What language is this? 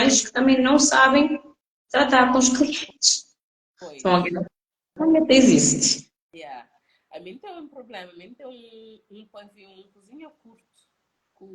Kabuverdianu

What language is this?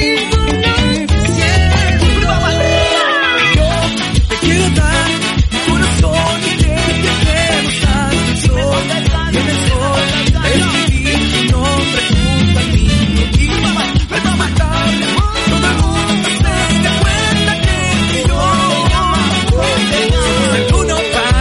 Spanish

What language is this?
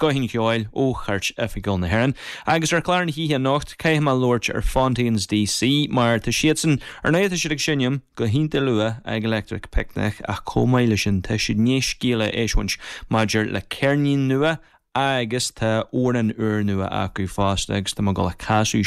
Irish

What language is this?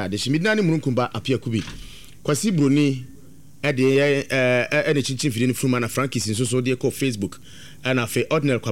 Akan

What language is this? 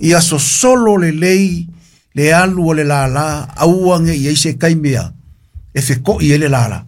Samoan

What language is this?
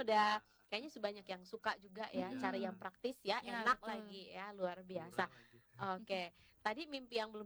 Indonesian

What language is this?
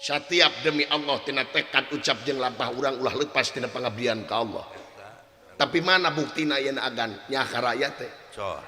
Sundanese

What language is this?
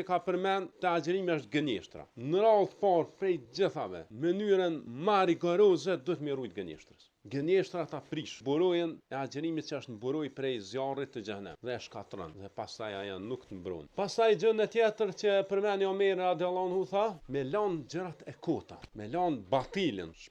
Albanian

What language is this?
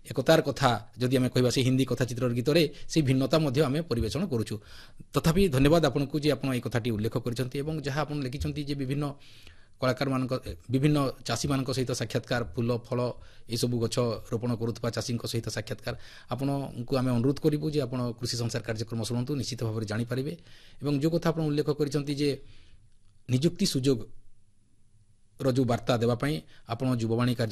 Odia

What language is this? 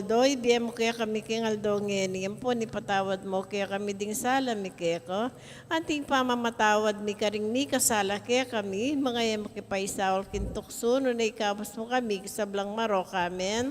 Pampanga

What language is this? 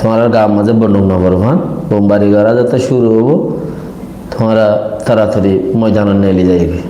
Rohingya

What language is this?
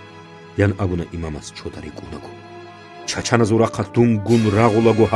Avaric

